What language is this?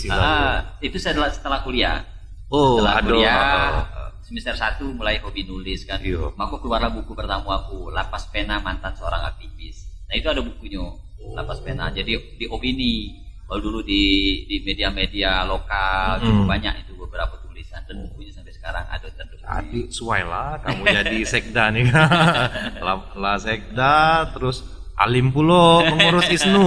Musi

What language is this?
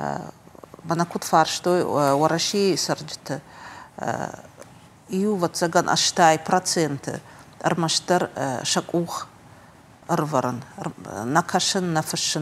Ossetic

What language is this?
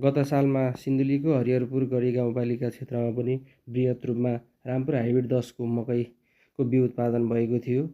Nepali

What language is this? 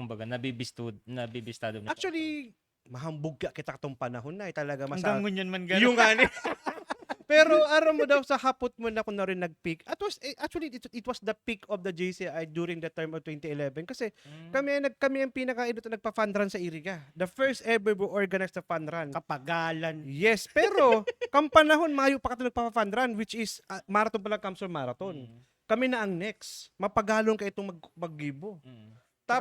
Bikol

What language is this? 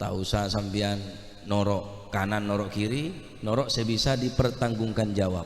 Madurese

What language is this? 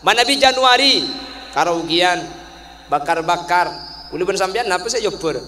Madurese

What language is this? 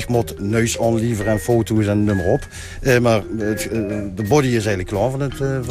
Limburgish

